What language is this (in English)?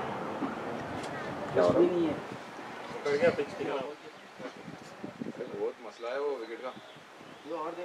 Hindi